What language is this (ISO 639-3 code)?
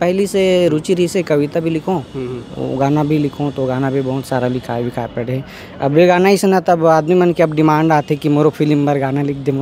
hne